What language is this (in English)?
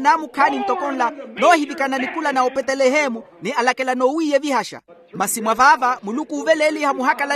Makhuwa